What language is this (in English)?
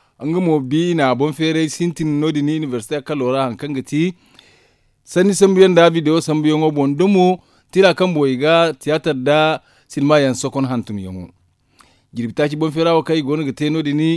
Zarma